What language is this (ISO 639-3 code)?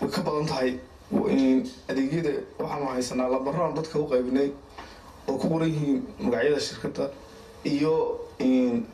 som